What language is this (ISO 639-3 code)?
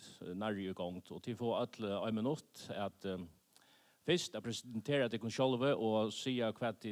fao